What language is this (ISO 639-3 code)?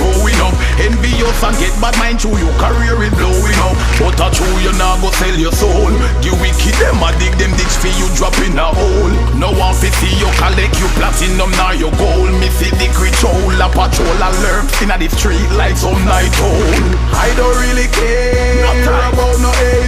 jam